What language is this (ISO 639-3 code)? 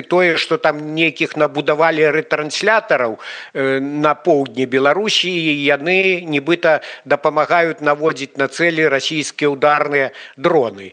bel